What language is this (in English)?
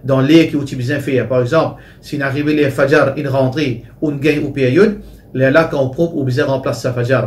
Morisyen